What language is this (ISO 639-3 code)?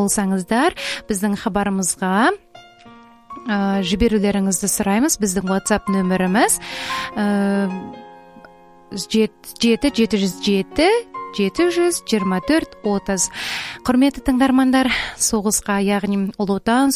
kaz